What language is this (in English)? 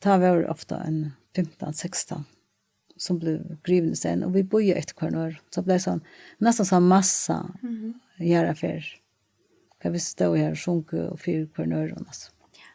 Faroese